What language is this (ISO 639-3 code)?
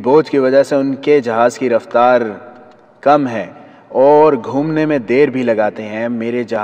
urd